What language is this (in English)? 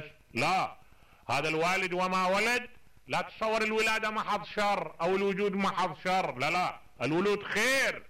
Mesopotamian Arabic